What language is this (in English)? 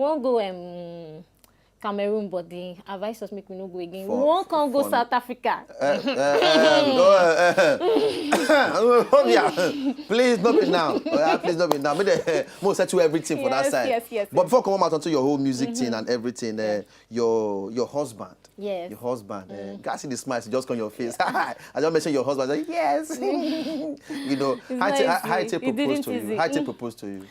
Nigerian Pidgin